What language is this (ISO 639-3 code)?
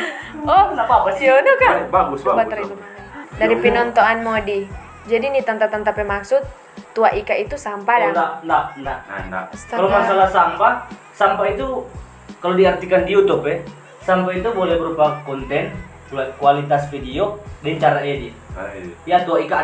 xmm